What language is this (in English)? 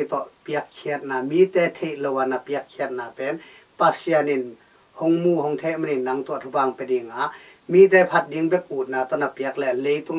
Tedim Chin